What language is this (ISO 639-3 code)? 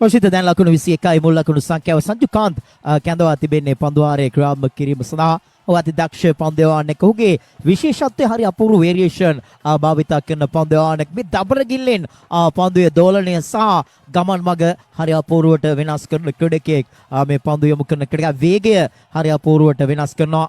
sin